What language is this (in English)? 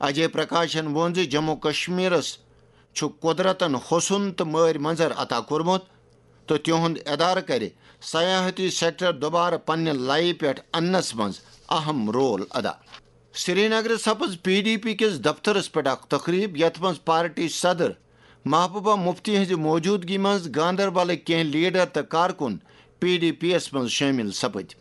Kashmiri